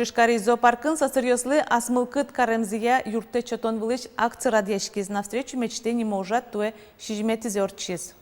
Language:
Udmurt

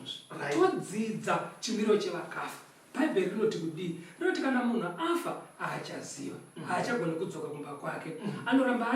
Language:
Shona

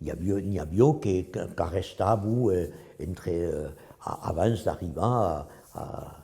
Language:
Occitan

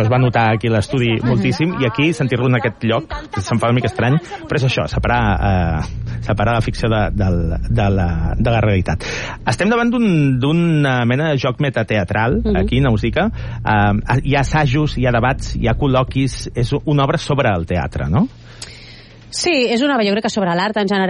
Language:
Catalan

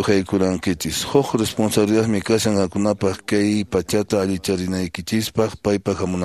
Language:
Quechua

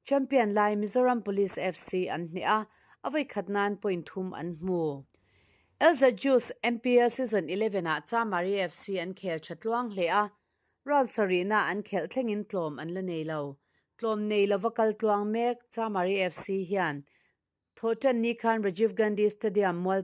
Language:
Mizo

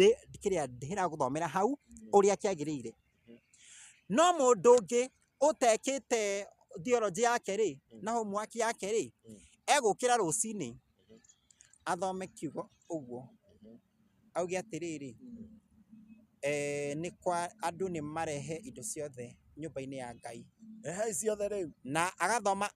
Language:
Kikuyu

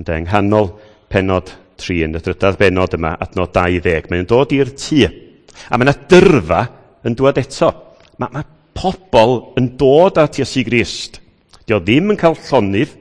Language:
Welsh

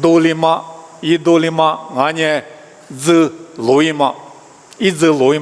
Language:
Lisu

